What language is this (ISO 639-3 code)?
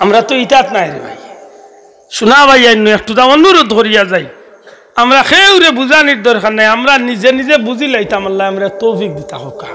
syl